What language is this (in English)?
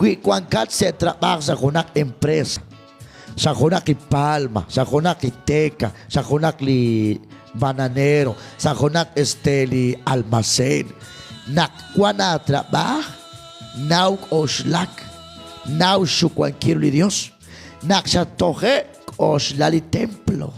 Kekchí